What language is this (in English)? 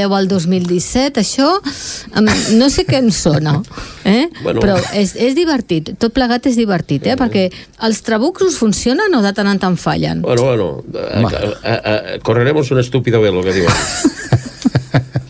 Catalan